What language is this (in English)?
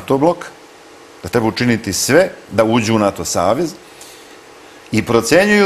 Serbian